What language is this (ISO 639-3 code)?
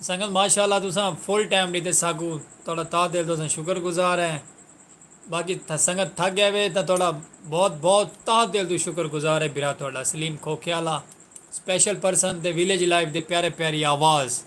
skr